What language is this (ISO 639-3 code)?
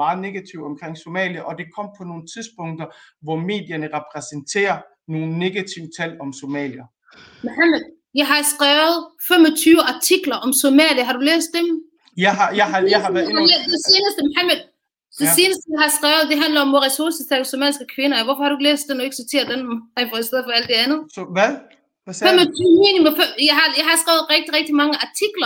dan